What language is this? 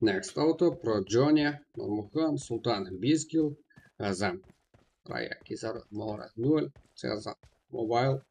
Kara-Kalpak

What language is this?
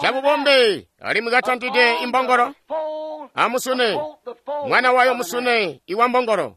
Tonga (Zambia)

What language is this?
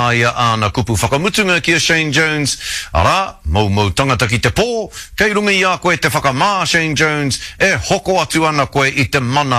Māori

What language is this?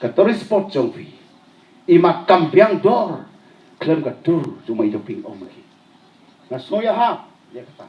Khasi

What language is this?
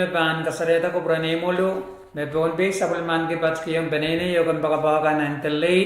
Pohnpeian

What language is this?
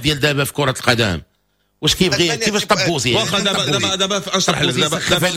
Moroccan Arabic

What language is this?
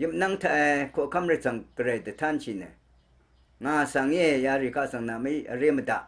Rawang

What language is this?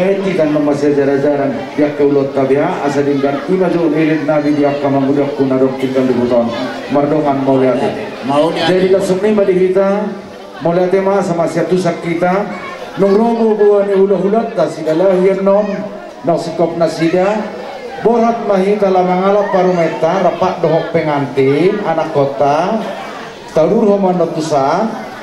Batak Toba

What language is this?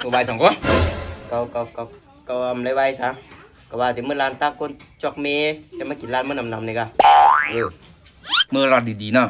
Shan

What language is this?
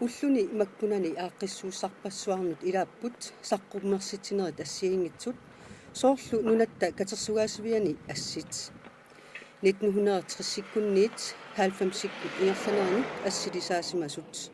Kalaallisut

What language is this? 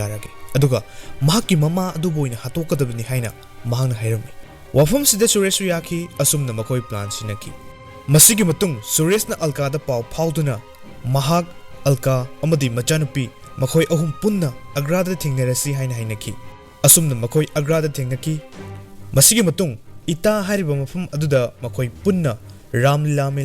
Manipuri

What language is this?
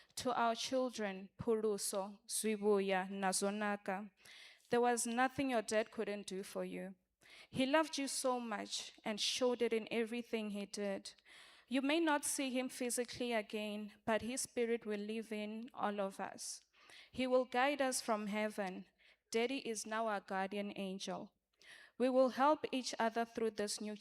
Venda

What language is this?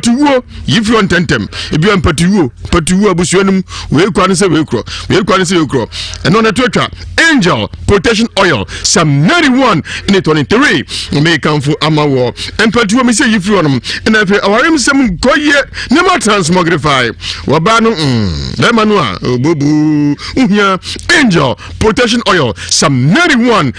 Akan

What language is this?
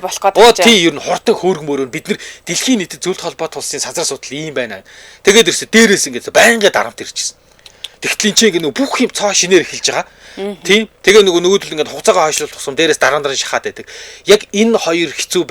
Mongolian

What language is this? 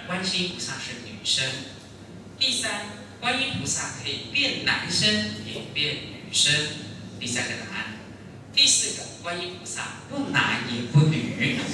Chinese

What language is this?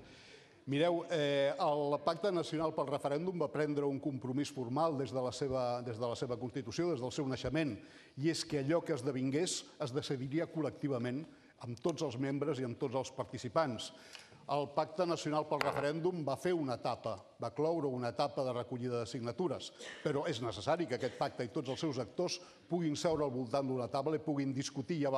Catalan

